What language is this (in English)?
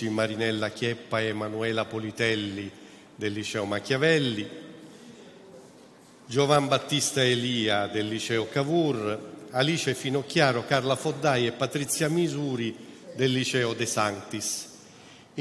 Italian